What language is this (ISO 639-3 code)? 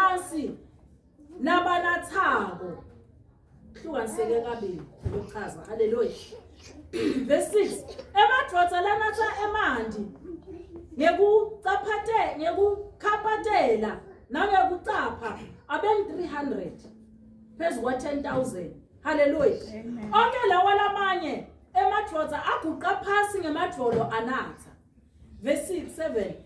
zul